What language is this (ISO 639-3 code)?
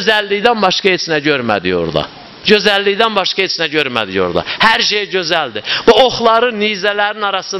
aze